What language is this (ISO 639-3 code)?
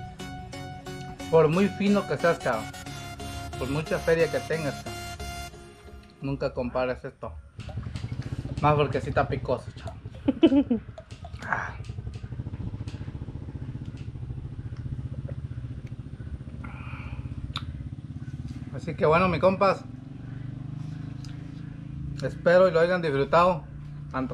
spa